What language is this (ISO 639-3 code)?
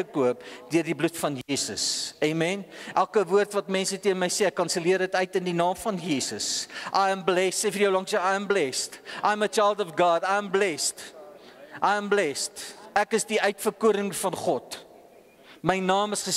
afr